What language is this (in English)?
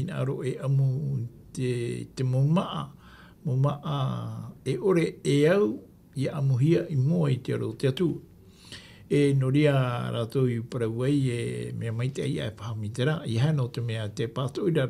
Tahitian